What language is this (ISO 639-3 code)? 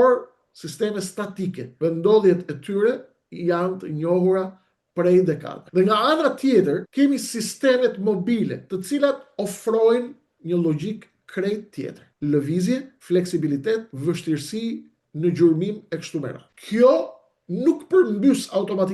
sqi